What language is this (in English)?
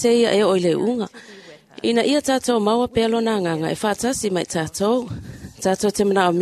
Samoan